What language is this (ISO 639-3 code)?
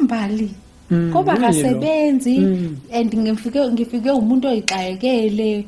zul